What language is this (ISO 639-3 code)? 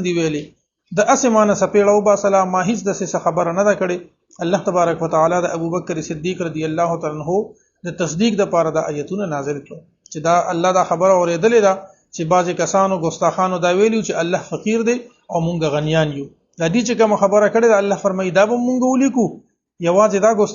pus